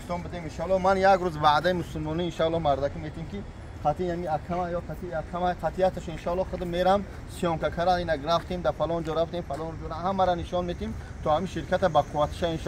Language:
Tajik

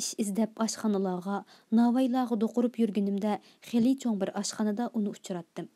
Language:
Uyghur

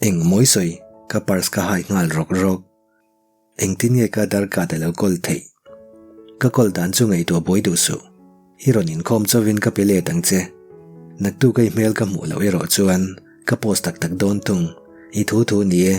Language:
Mizo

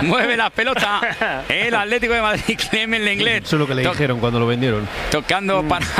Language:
Spanish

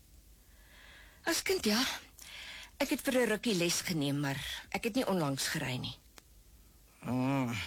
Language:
Afrikaans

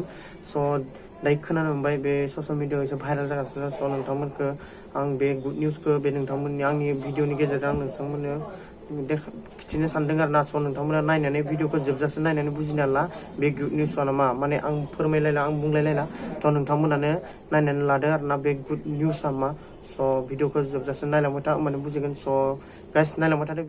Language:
Bodo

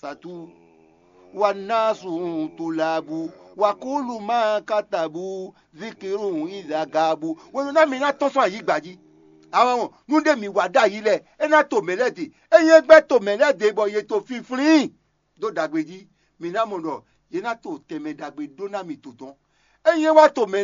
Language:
Fon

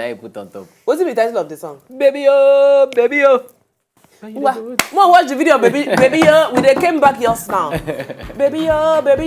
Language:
Nigerian Pidgin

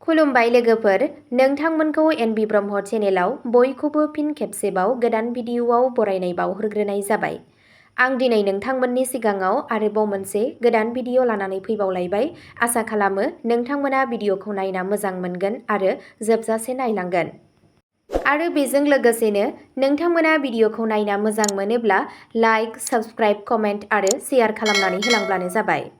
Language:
Bodo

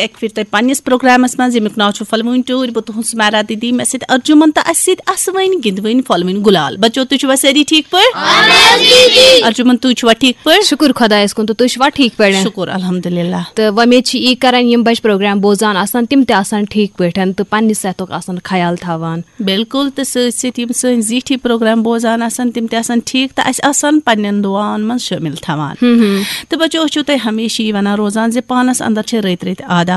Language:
Kashmiri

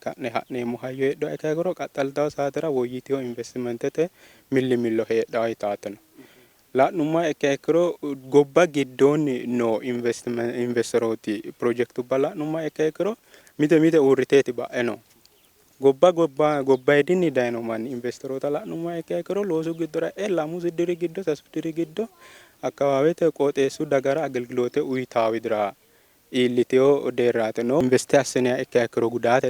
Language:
Sidamo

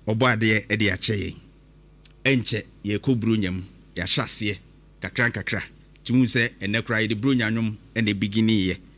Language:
Akan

